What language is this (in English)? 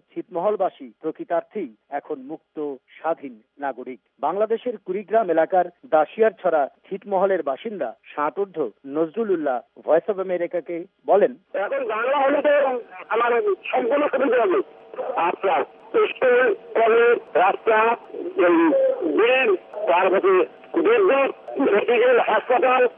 Bangla